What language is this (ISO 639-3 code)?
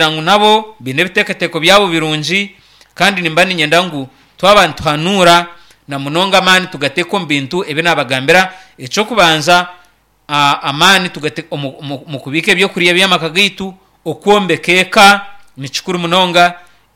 nyn